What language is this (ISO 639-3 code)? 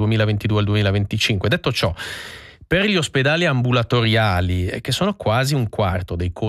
ita